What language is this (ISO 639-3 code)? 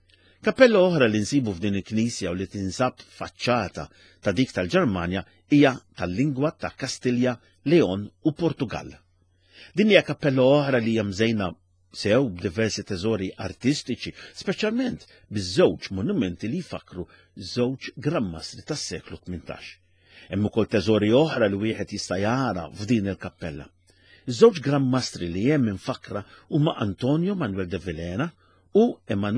mlt